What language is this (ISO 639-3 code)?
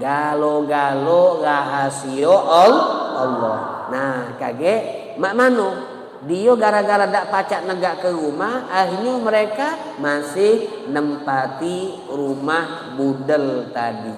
mui